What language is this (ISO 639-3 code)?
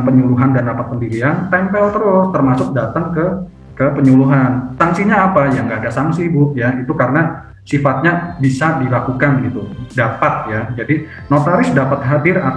ind